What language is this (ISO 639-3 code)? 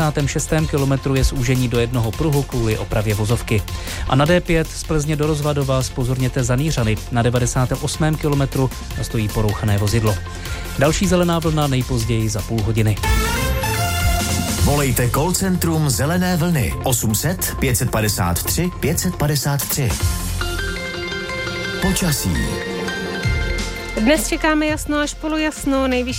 ces